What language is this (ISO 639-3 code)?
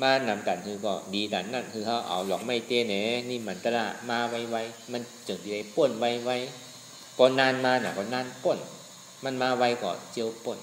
shn